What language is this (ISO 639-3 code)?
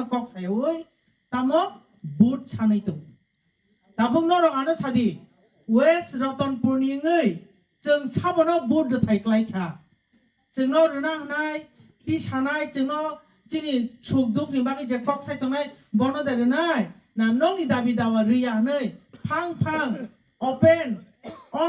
trp